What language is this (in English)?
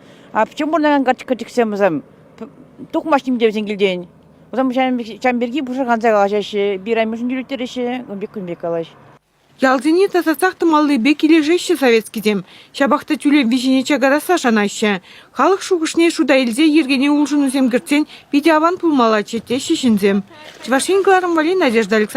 Chuvash